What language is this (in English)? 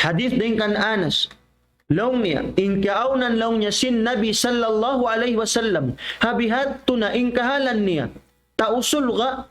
Tausug